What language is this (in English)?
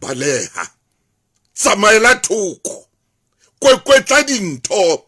Southern Sotho